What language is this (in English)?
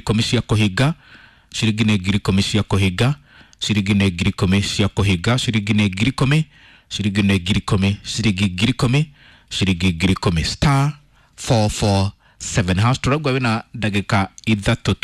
Kikuyu